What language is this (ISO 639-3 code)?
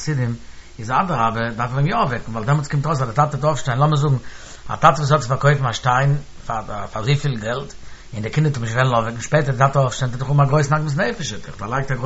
yid